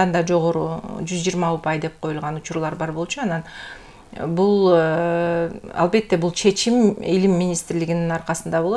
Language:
Kyrgyz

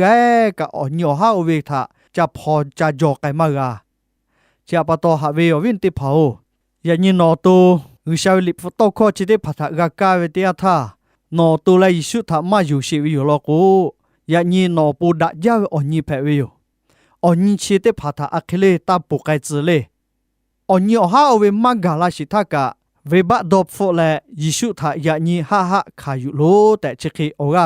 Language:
Lahu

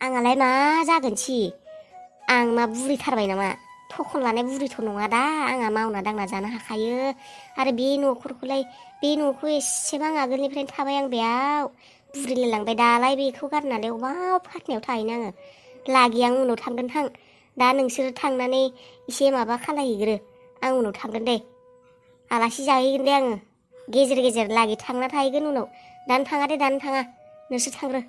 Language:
Bodo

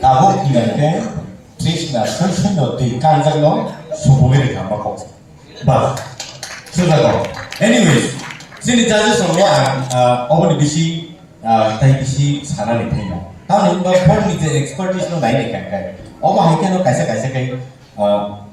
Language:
Kok Borok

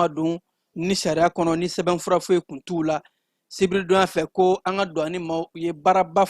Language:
Bambara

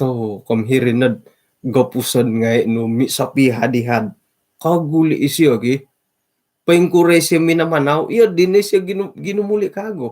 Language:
Central Dusun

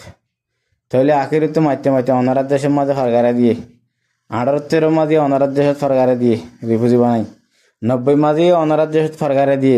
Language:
Rohingya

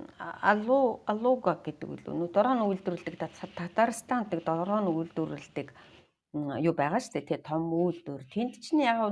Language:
Mongolian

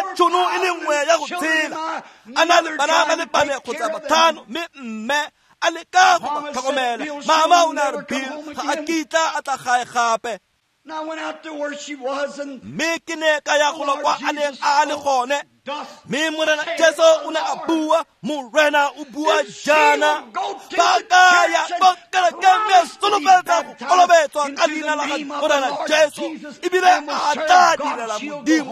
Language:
Tswana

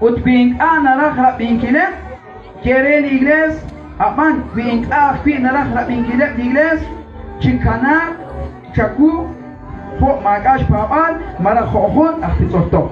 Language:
Kekchí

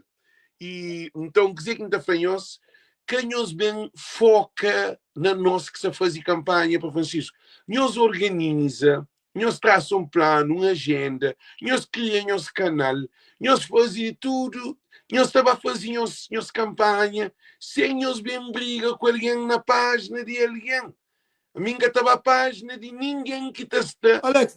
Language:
Kabuverdianu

